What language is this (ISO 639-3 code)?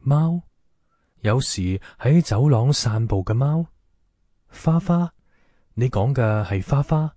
yue